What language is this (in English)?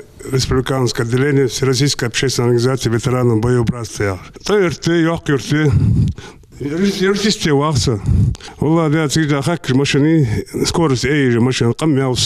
Ingush